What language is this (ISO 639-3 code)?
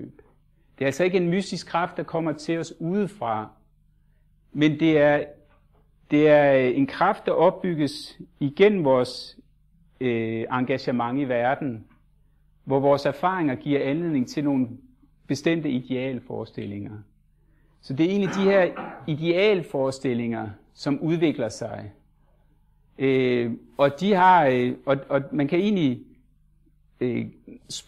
dan